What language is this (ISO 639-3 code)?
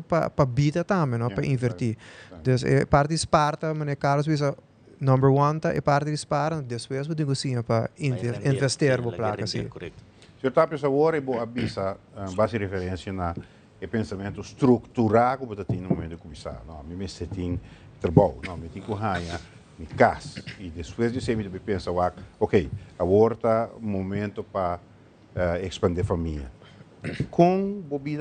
pap